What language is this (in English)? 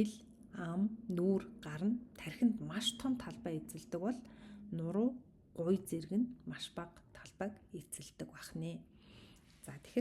Mongolian